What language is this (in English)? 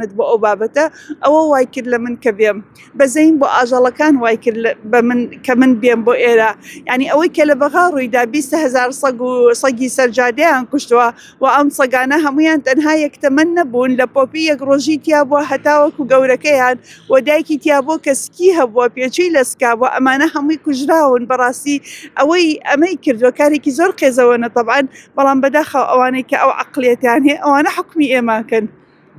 Central Kurdish